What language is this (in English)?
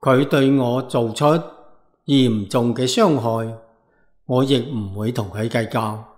Cantonese